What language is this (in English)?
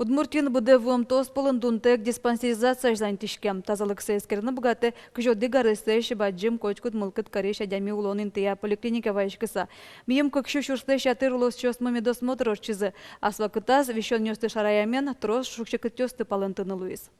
Udmurt